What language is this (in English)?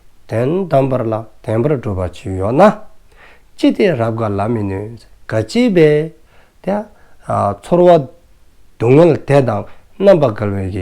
Dzongkha